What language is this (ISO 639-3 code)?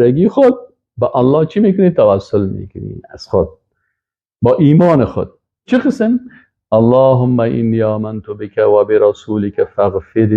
fas